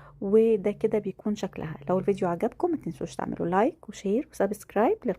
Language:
Egyptian Arabic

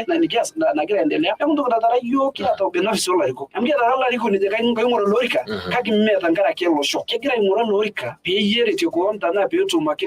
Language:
Masai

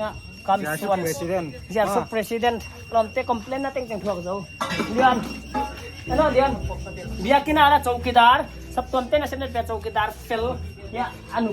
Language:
Paite Chin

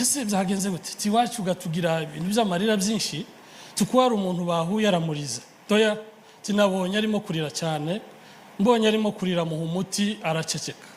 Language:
Kinyarwanda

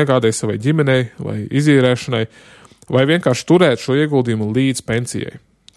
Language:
Latvian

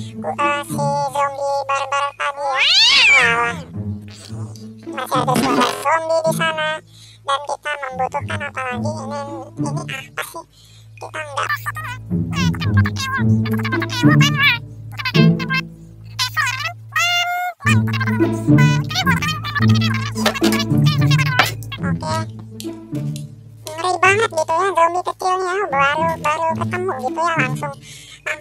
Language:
Indonesian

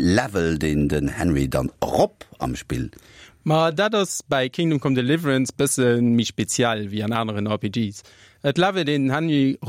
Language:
Luxembourgish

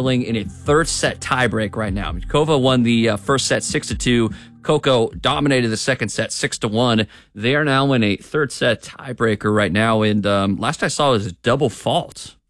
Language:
English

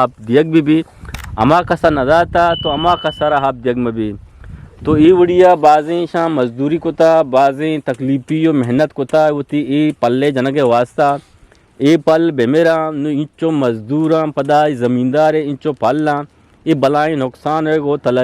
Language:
Eastern Balochi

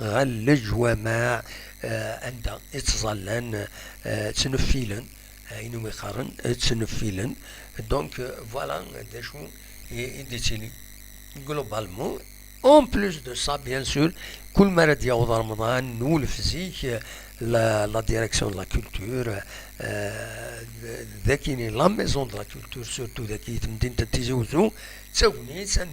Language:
Kabyle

